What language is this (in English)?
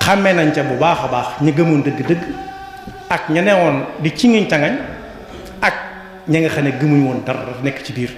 Wolof